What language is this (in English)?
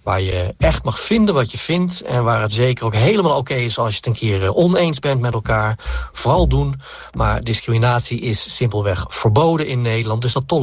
Dutch